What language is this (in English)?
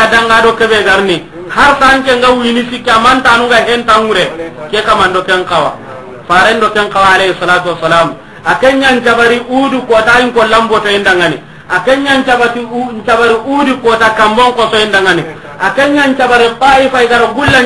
Soninke